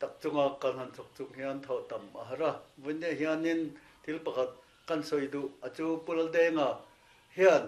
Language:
Mizo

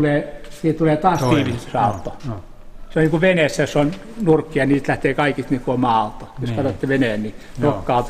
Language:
Finnish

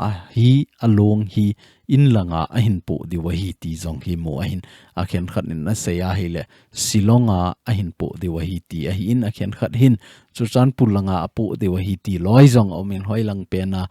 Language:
Thado Chin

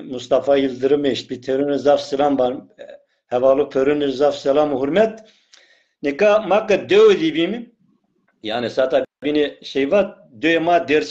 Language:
Zaza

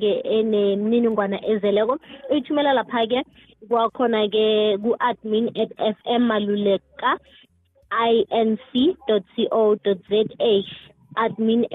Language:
South Ndebele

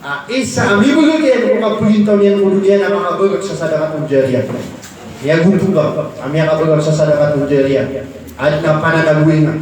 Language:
Maranao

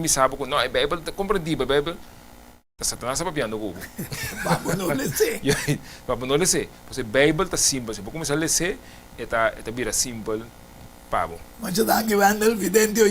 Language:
Papiamento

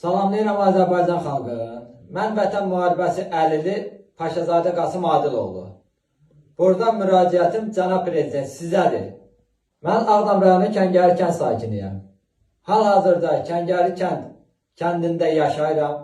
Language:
Azerbaijani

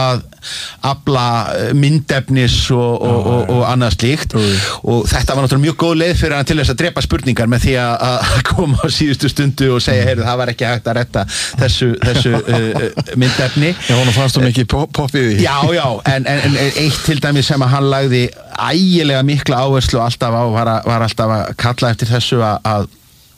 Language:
Icelandic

